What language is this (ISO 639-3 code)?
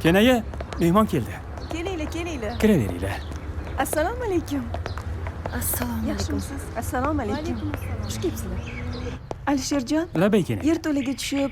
kaa